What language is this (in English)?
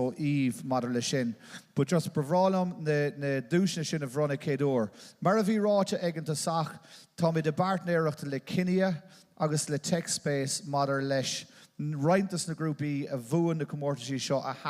Irish